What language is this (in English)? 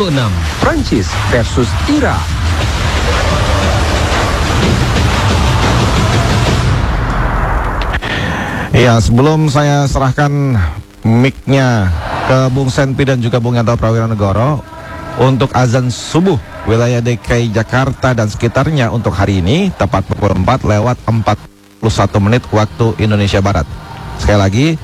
Indonesian